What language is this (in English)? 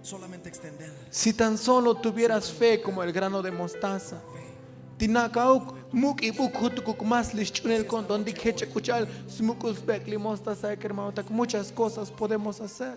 Tzotzil